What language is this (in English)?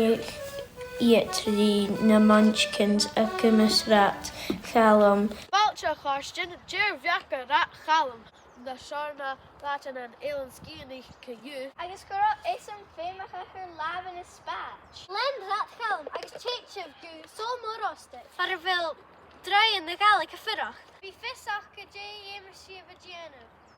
Scottish Gaelic